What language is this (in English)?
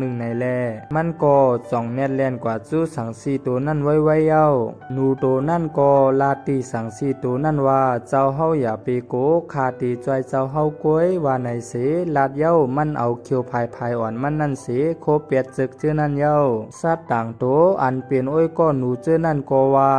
Shan